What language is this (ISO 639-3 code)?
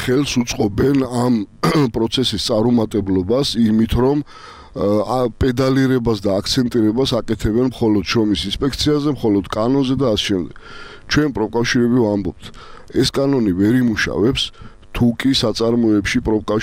kat